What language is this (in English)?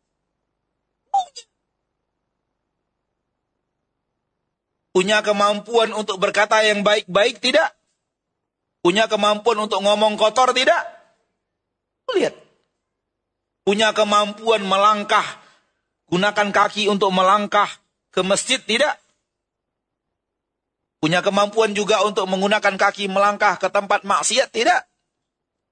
Indonesian